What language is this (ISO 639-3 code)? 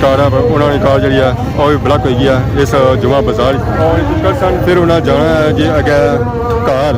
phr